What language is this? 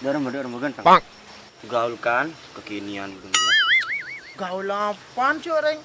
Madurese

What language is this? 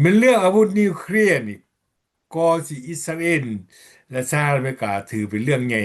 Lao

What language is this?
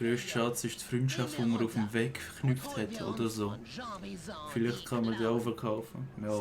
Swiss German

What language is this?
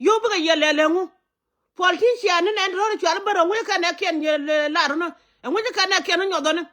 Nuer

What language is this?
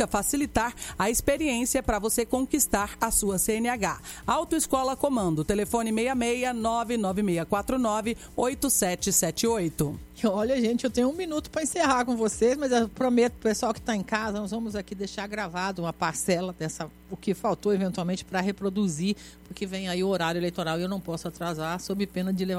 Portuguese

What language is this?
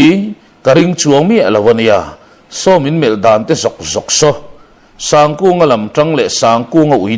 Mizo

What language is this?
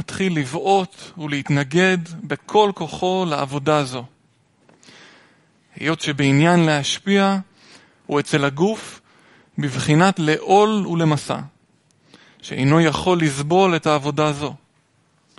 Hebrew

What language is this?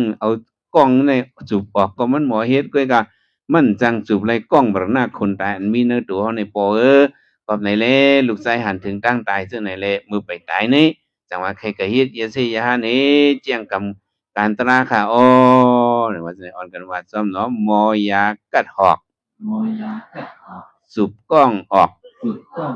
Shan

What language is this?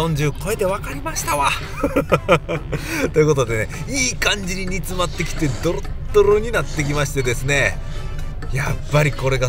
Japanese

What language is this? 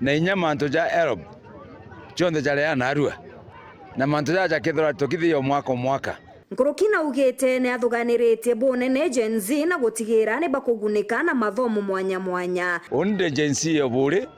Meru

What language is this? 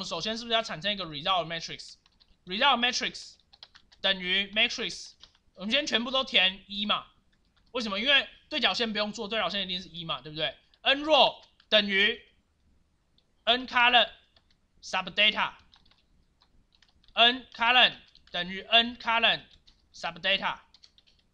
Chinese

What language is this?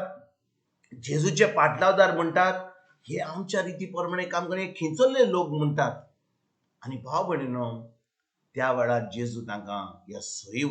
Konkani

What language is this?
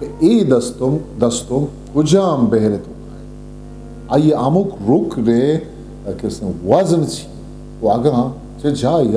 Eastern Balochi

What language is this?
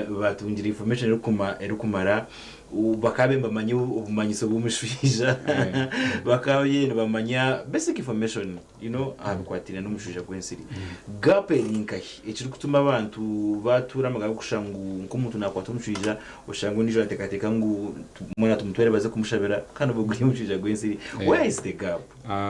Nyankole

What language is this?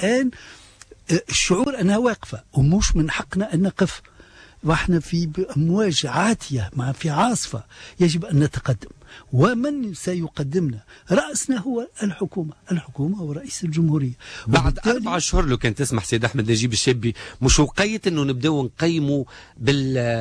Tunisian Arabic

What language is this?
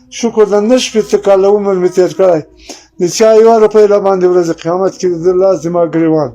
Pashto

